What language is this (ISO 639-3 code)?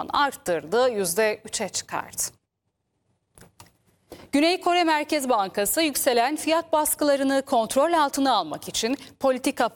tur